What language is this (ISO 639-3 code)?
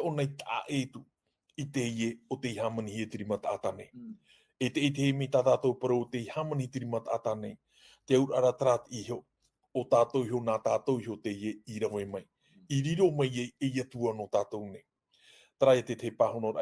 tah